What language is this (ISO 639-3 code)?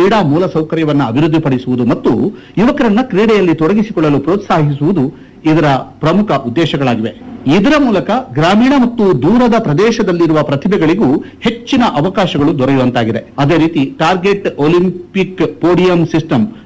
kan